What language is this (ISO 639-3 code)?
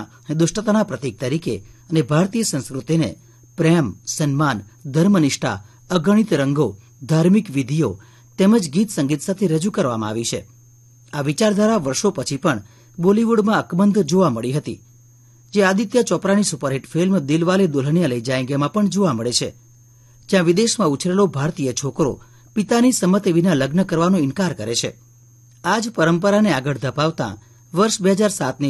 guj